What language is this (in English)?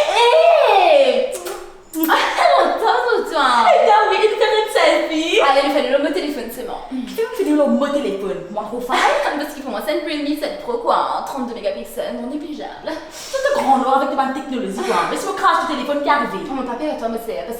Morisyen